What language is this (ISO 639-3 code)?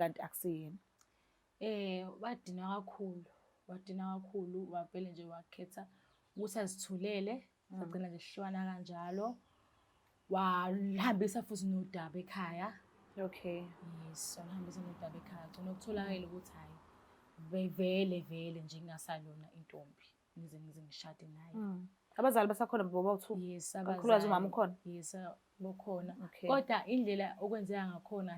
zul